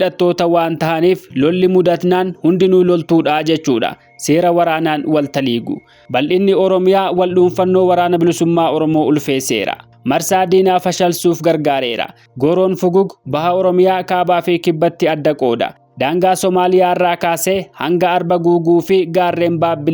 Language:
Oromo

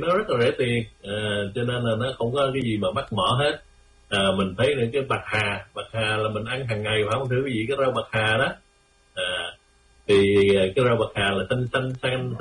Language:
Vietnamese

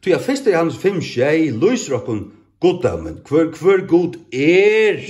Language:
Faroese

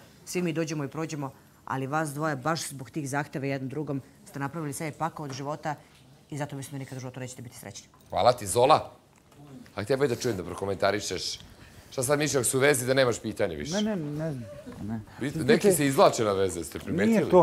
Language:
Serbian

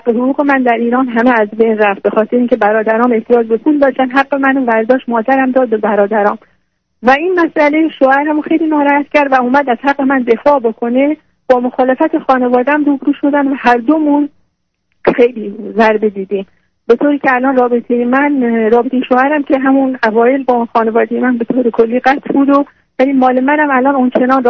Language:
Persian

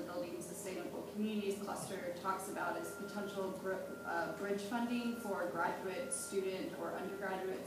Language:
English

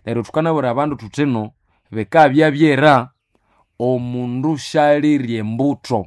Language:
Nande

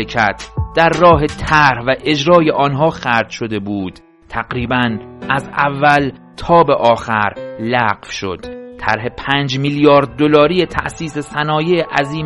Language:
Persian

